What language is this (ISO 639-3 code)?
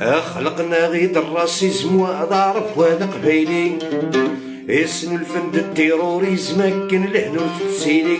arq